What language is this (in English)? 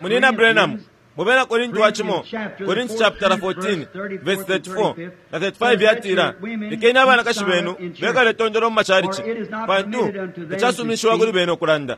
Bemba